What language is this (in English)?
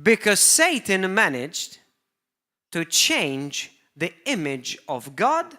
English